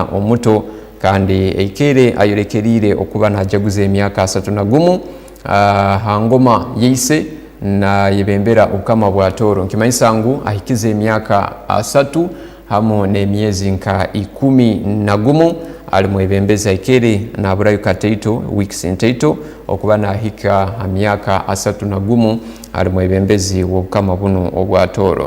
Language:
Tooro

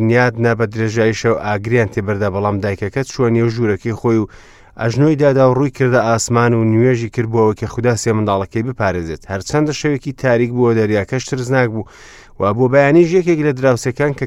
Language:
Central Kurdish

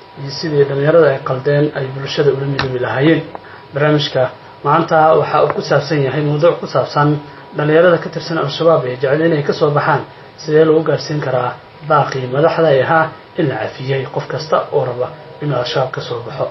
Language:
Somali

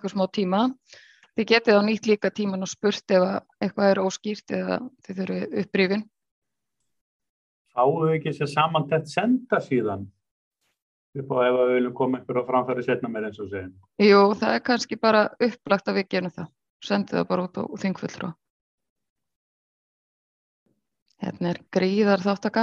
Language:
Icelandic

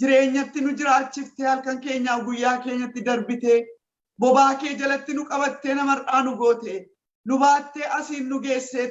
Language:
Oromo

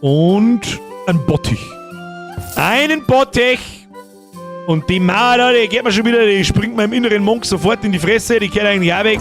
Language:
Bavarian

